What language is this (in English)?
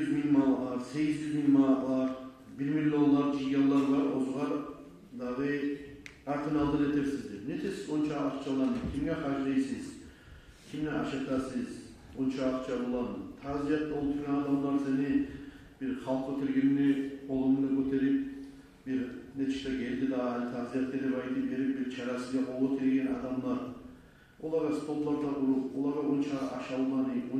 Kumyk